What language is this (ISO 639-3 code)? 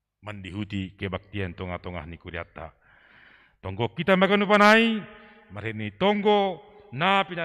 bts